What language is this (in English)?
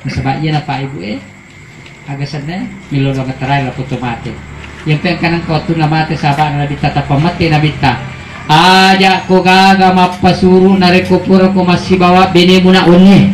Buginese